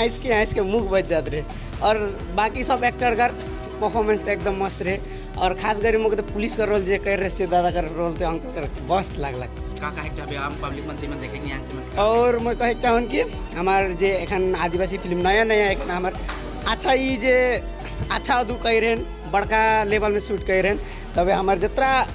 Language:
Sadri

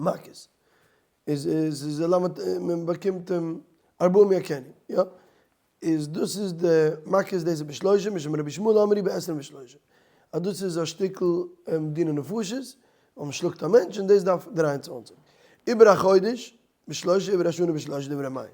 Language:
Yiddish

